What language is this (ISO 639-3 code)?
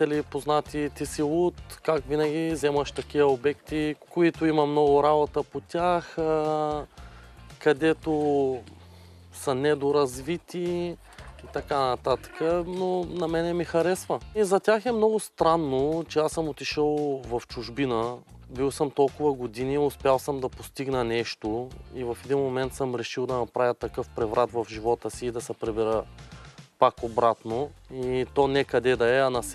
bul